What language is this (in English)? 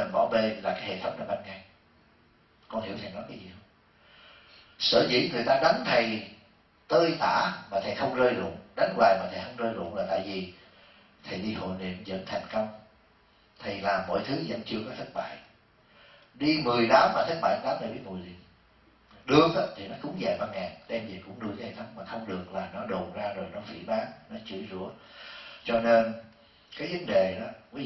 Vietnamese